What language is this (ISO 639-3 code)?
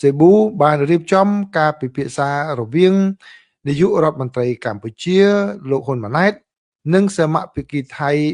khm